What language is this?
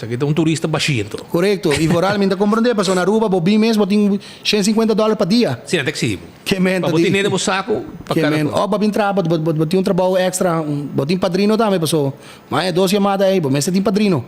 Papiamento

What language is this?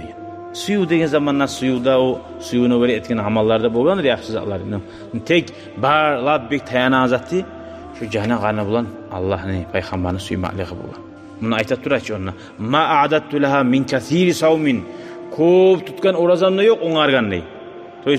Kumyk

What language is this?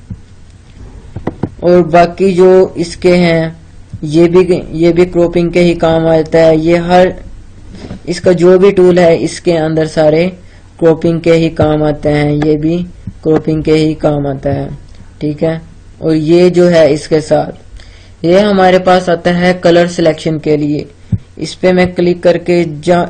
Hindi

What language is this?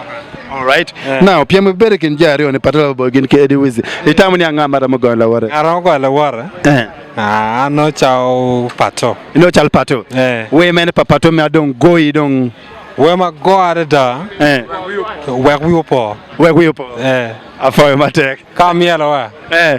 Acoli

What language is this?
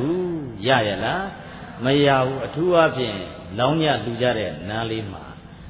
Burmese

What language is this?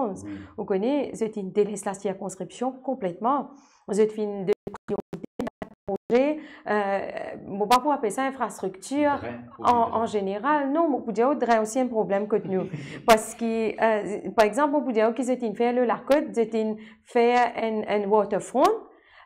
Morisyen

